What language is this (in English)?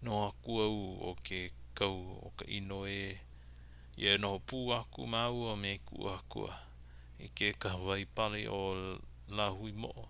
Hawaiian